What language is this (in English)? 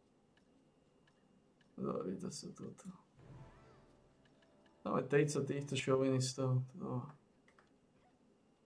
Slovak